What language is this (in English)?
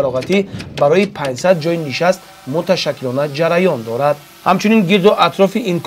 Tajik